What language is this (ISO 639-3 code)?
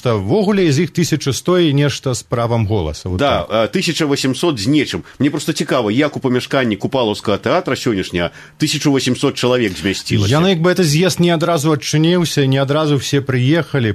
bel